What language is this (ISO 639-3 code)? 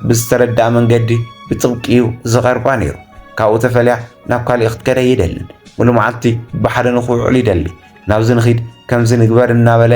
tir